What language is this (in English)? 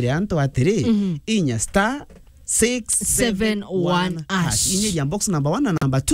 Meru